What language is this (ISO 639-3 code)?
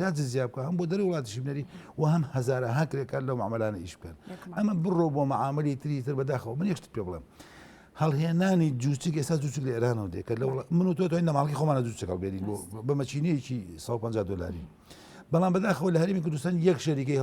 ckb